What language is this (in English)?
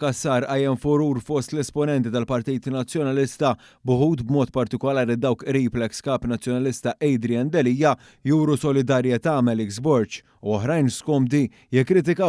Maltese